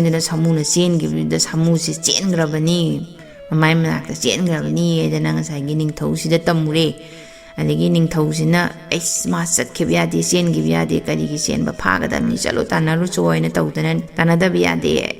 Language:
Manipuri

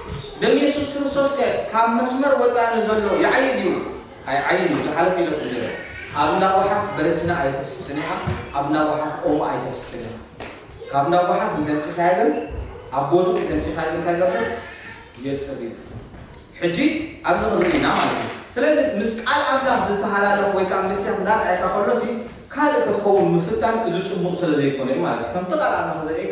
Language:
Tigrinya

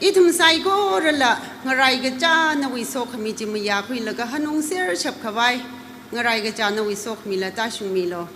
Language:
Tangkhul Naga (India)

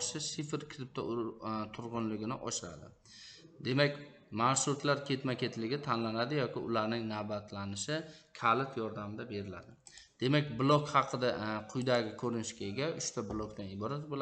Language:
Uzbek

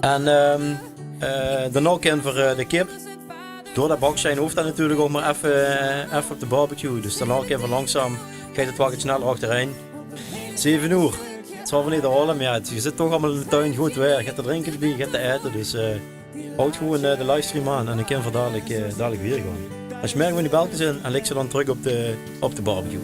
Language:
Limburgish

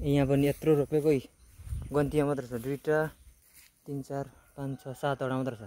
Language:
Nepali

